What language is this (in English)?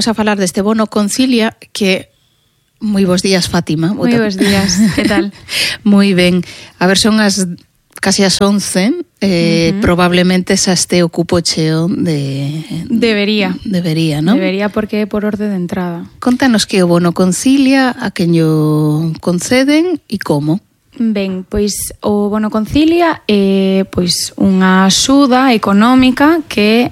Galician